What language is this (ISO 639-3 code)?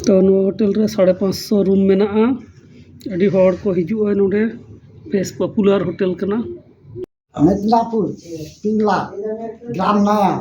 sat